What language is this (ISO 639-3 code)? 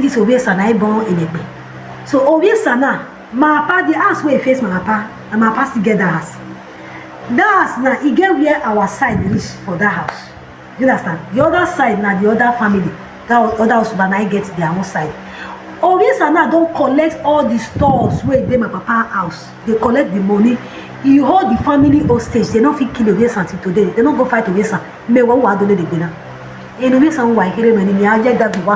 pcm